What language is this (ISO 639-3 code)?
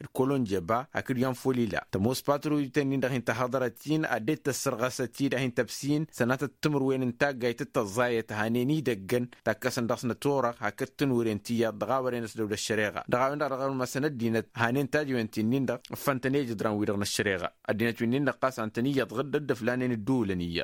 taq